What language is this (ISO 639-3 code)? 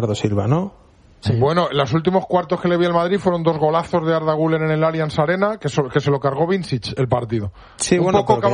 spa